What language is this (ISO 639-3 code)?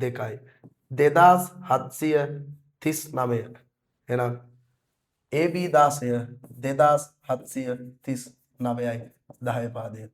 sin